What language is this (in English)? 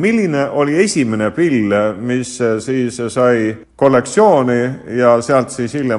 Estonian